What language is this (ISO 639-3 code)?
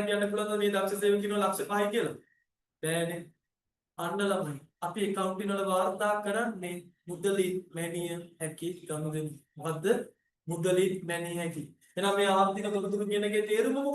sin